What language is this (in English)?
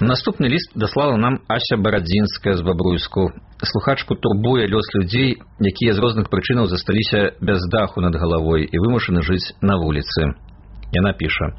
Belarusian